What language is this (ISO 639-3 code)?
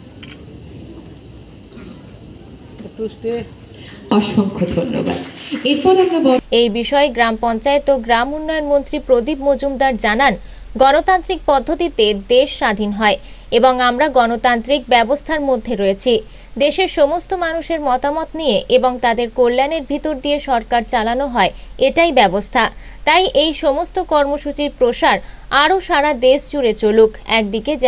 ben